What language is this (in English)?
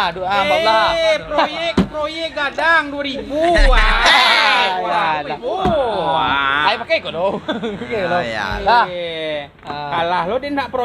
Minangkabau